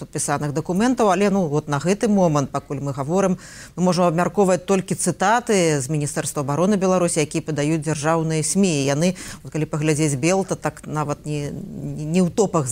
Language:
Belarusian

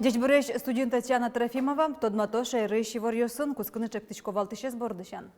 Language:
Udmurt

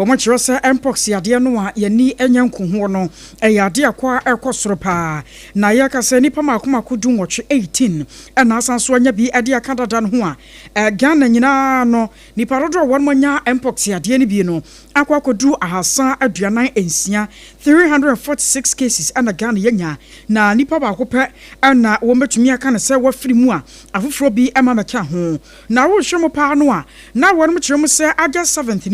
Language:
Akan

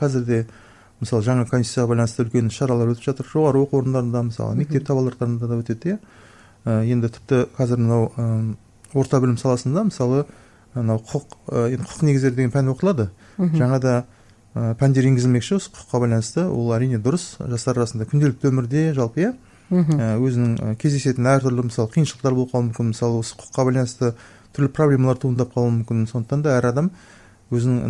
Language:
Kazakh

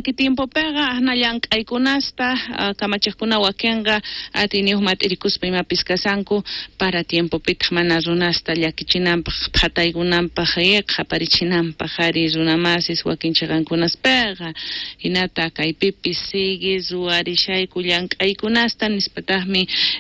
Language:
South Bolivian Quechua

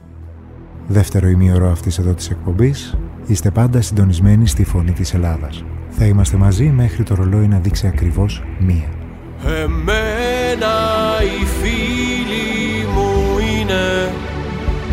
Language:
Greek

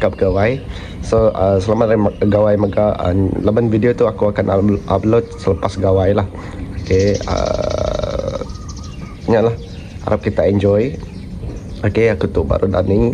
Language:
Iban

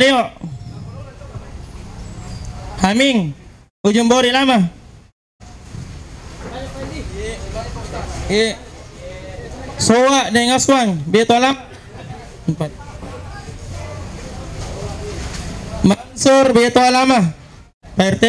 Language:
Indonesian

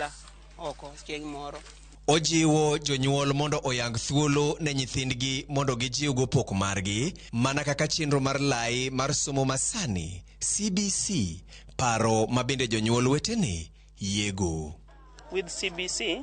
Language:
Luo (Kenya and Tanzania)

